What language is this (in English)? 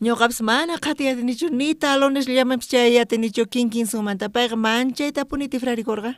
South Bolivian Quechua